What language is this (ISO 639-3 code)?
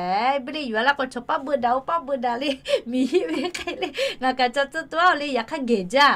lhu